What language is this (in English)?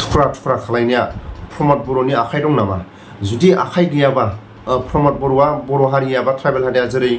Bodo